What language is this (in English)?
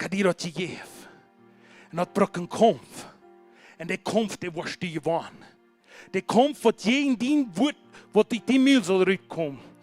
Plautdietsch